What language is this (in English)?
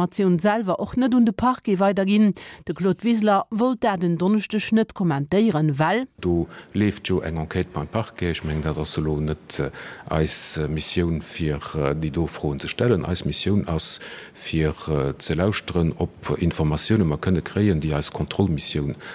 Luxembourgish